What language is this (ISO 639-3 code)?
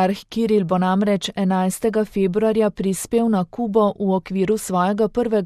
slv